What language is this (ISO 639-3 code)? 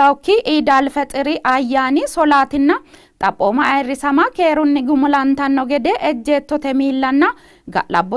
sid